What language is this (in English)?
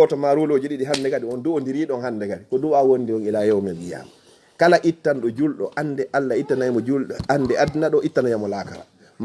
Fula